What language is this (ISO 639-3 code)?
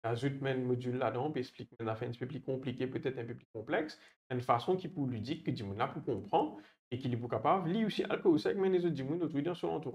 mfe